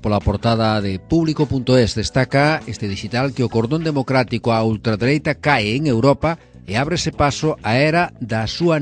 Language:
Galician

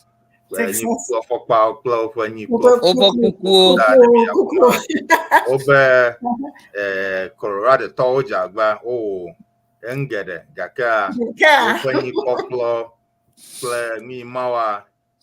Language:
Ewe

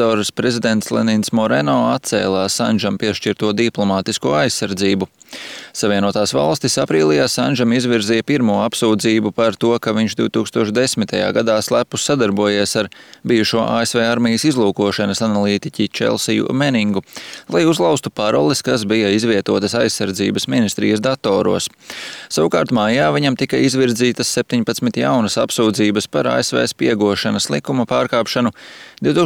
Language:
Latvian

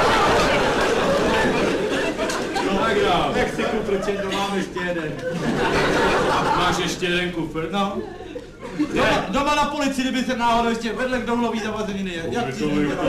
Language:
Czech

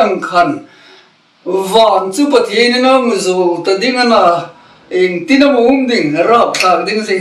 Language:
Hmar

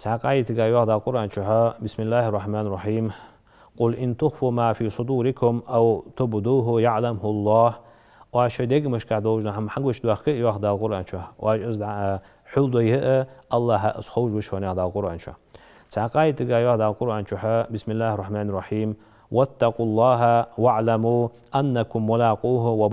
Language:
Ingush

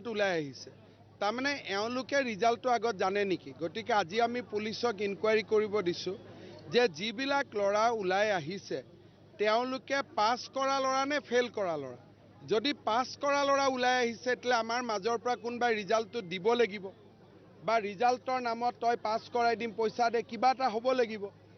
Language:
Assamese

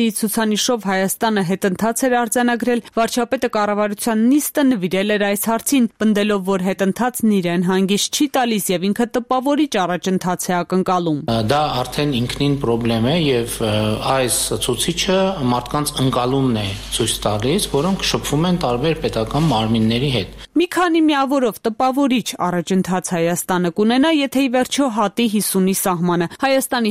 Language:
Armenian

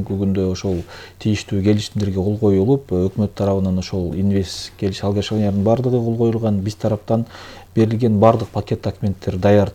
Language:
Kyrgyz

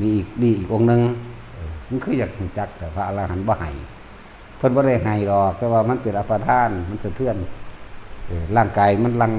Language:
Northeastern Thai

